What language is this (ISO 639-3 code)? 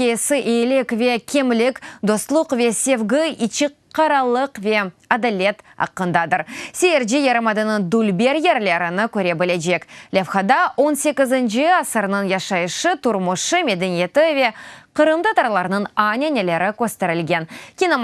crh